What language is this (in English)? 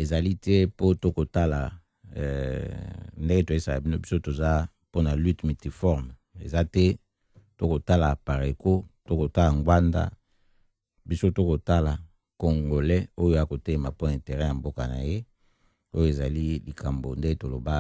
Lingala